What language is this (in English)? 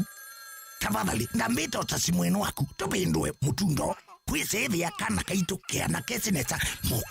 Kamba